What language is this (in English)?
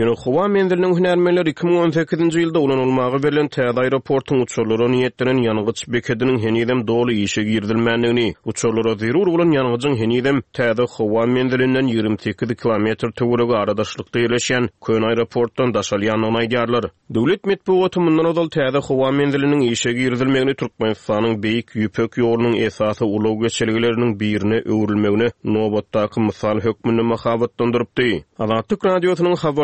Turkmen